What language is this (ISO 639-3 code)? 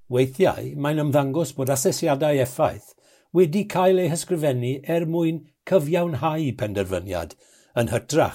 cym